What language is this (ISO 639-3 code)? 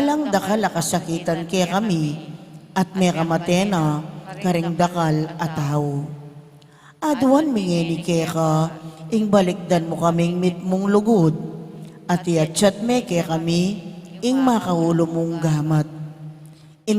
pam